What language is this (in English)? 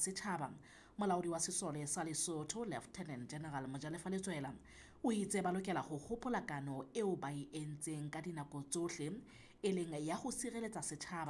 Southern Sotho